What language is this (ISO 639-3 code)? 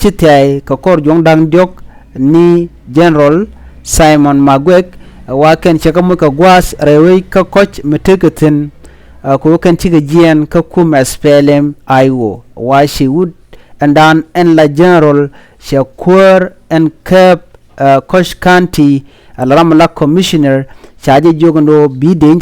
nus